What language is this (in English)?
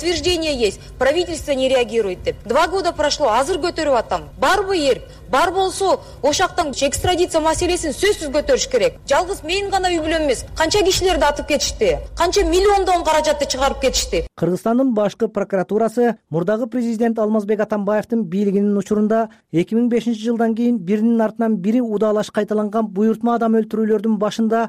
Kyrgyz